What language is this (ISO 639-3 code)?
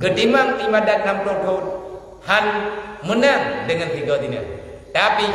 ace